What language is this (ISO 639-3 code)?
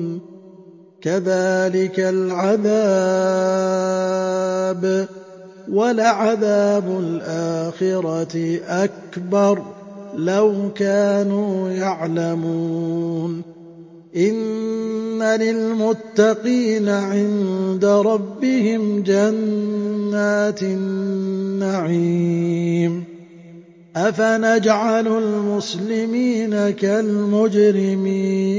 ara